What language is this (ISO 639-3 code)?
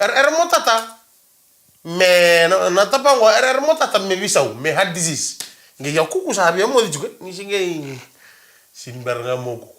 fij